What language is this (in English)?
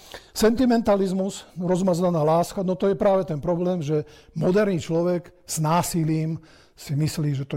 Slovak